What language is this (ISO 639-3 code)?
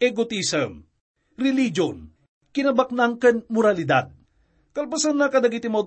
ilo